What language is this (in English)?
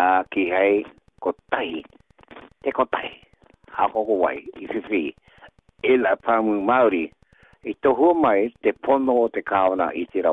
Māori